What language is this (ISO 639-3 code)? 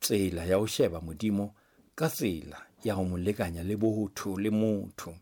sot